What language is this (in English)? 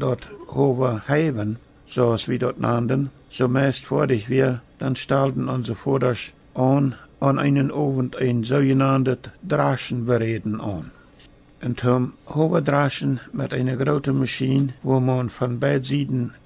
Plautdietsch